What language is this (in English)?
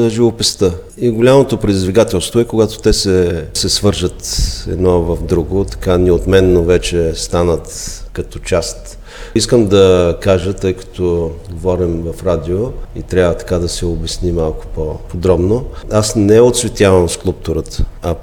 Bulgarian